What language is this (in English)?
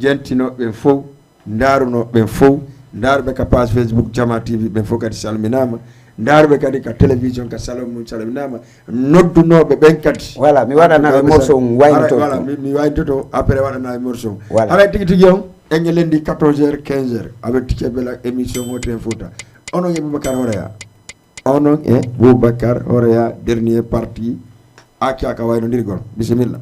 Fula